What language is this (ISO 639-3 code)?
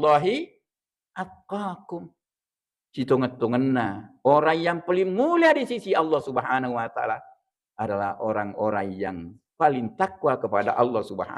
bug